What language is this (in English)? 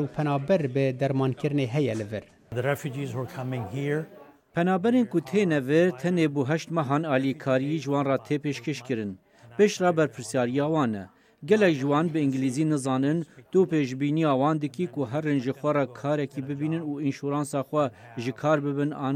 Kurdish